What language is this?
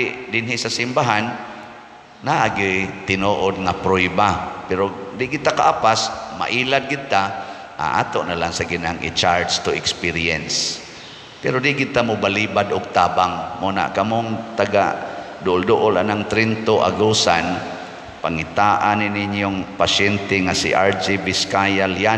Cebuano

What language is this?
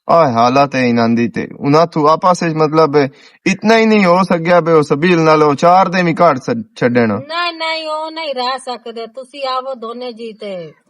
Western Panjabi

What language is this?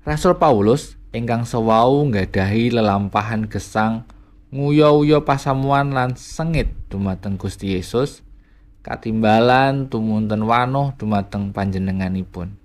Javanese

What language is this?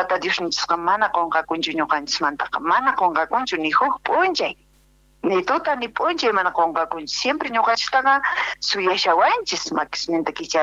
South Bolivian Quechua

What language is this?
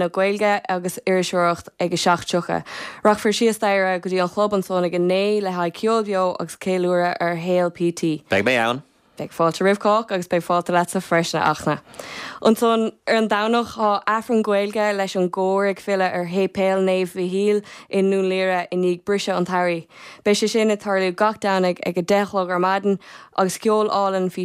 Irish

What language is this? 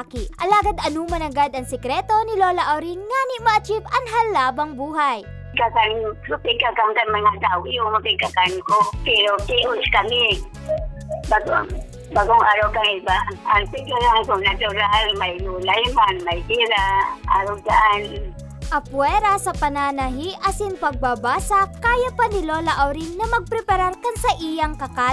Bikol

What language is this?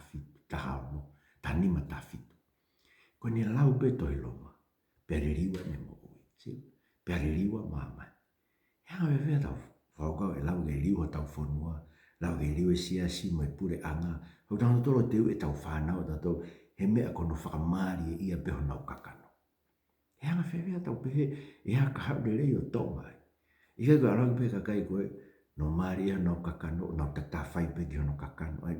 Tongan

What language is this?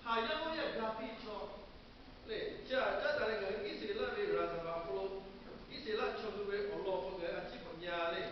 Lahu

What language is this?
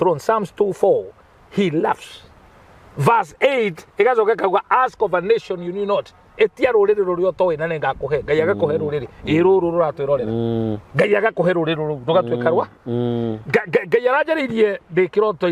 Kikuyu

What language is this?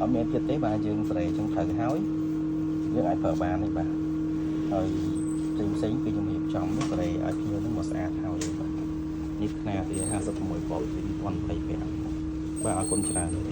Khmer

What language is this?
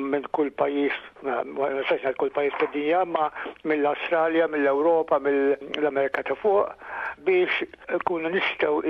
Maltese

